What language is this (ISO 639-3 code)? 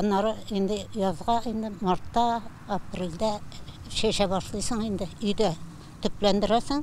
tat